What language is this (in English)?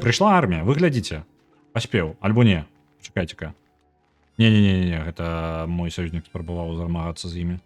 Belarusian